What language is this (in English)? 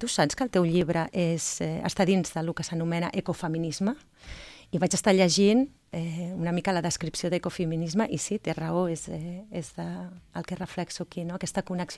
Catalan